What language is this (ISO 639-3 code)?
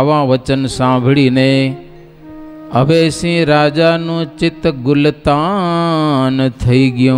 guj